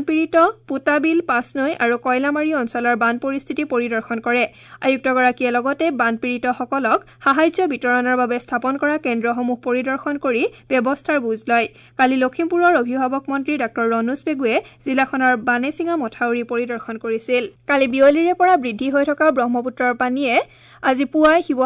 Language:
Assamese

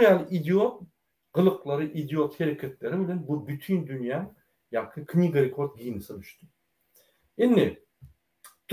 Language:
Turkmen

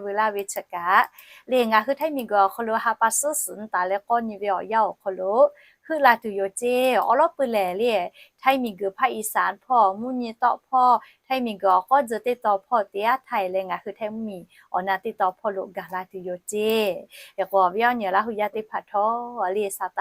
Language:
Lahu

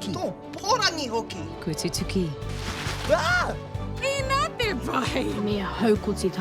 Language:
Māori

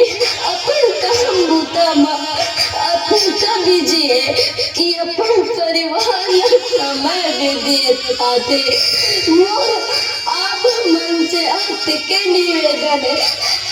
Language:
Chhattisgarhi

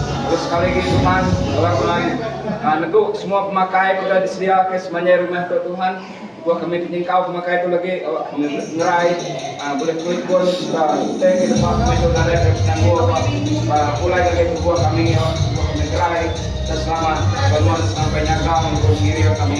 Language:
Iban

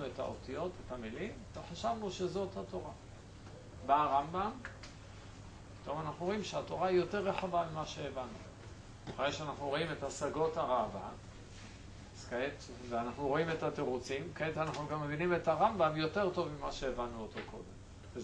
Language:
Hebrew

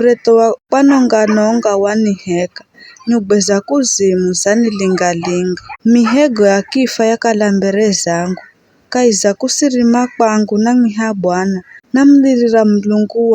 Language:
Giryama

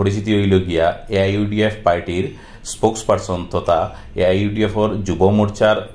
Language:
Sylheti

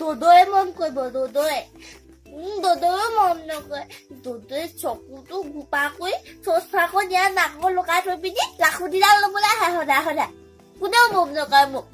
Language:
Assamese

